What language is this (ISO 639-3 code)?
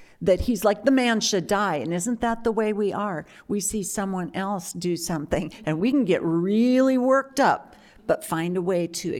eng